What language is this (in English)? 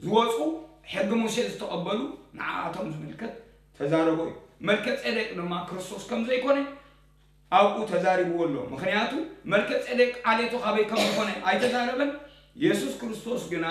Tigrinya